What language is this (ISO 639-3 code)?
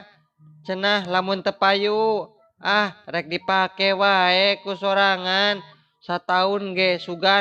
sun